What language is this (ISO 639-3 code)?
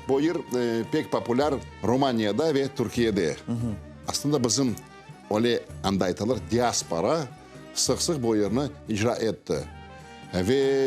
crh